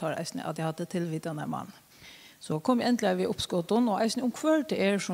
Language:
Faroese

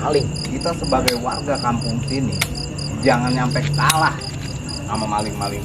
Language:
Betawi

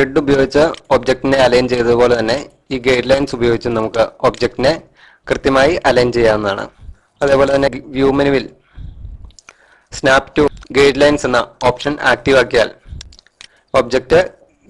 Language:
Malayalam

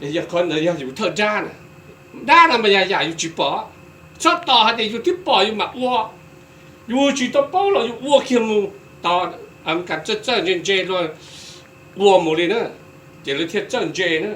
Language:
Hmong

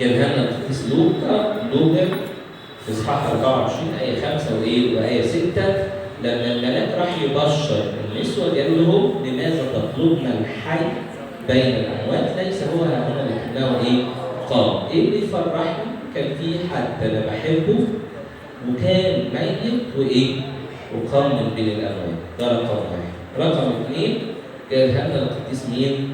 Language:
Egyptian Arabic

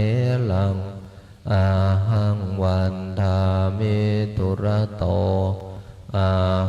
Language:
Pali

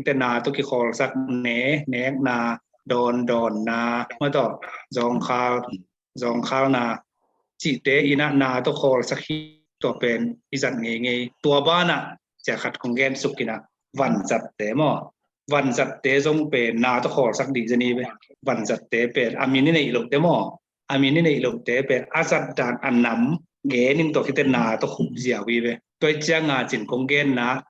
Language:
Tedim Chin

